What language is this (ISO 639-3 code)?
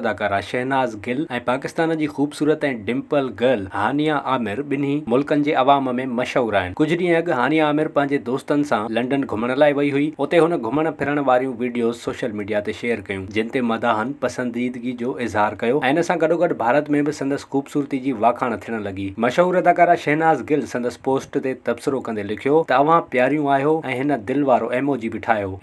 snd